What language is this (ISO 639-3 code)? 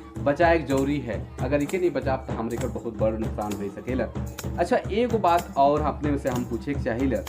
sck